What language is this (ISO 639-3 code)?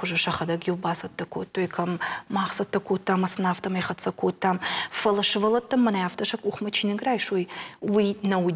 oss